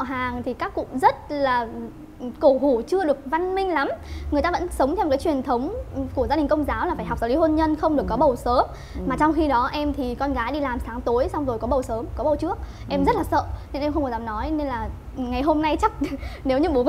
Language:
Vietnamese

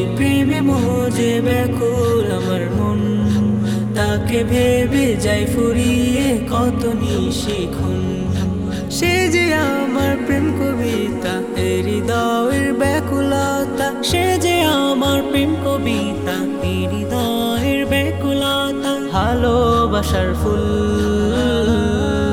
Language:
Bangla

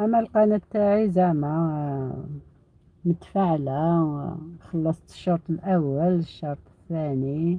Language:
Algerian Arabic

